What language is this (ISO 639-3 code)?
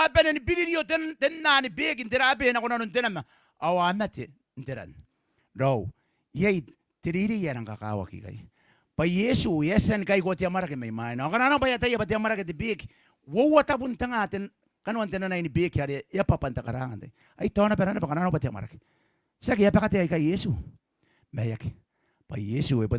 gil